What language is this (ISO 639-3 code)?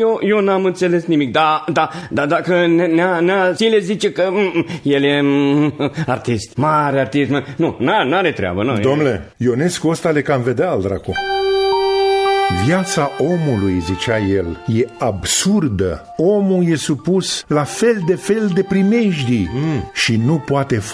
ron